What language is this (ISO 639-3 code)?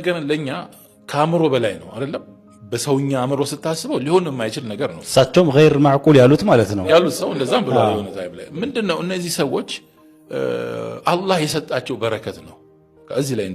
amh